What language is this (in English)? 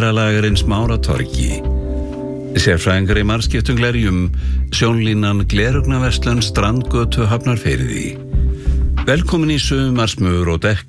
Icelandic